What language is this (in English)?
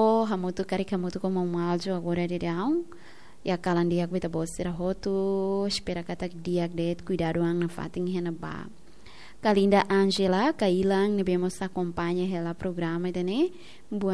Tetum